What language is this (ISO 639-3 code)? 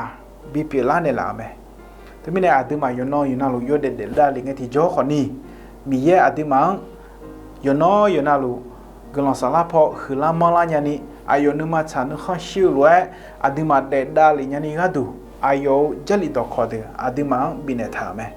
ahk